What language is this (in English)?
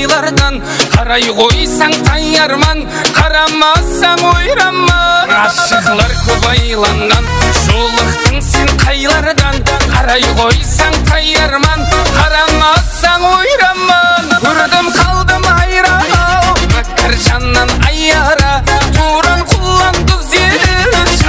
Kara-Kalpak